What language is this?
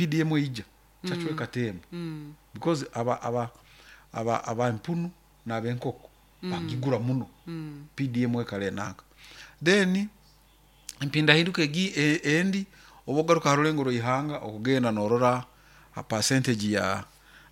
Nyoro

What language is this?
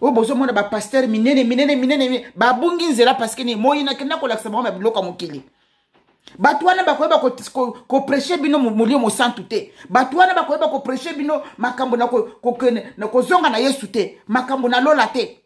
Lingala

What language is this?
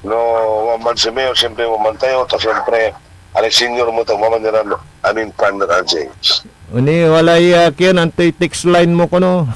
Pangasinan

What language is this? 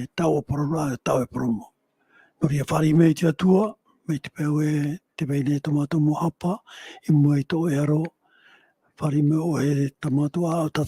Tahitian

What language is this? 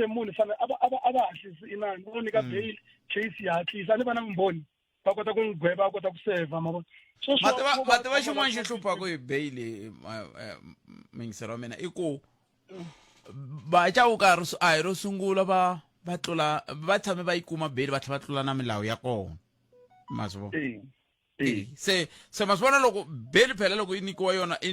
Tsonga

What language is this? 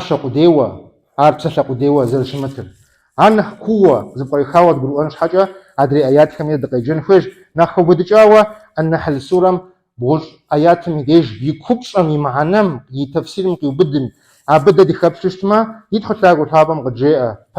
Kabardian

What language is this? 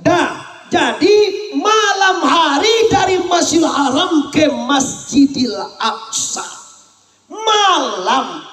Minangkabau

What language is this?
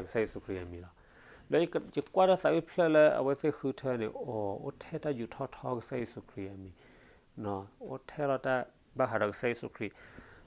S'gaw Karen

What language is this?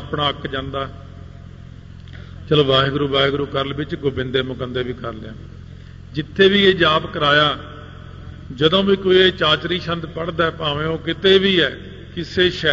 Punjabi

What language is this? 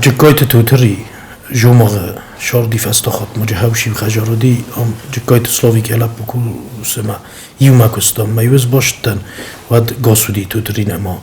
Ossetic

